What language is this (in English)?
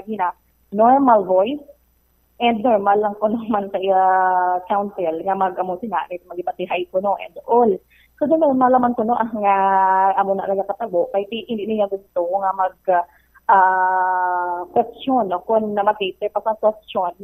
Hiligaynon